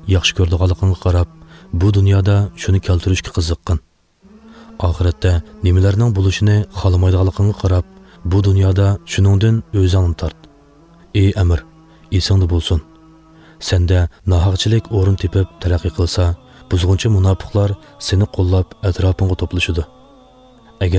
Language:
Uyghur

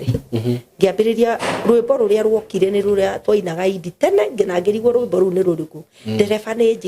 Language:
Kikuyu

